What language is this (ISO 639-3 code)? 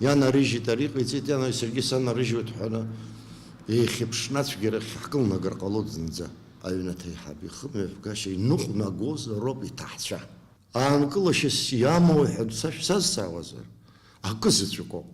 abk